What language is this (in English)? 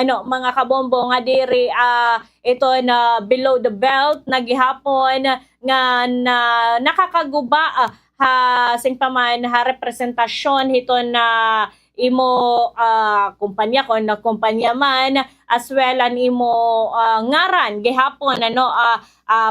Waray